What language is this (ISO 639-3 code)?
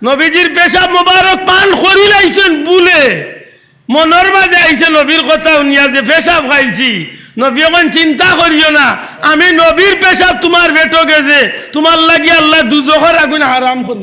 syl